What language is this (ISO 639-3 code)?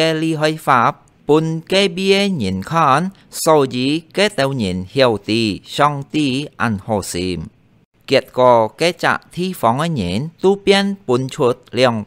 hak